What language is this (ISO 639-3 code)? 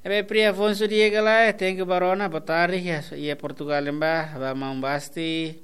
tet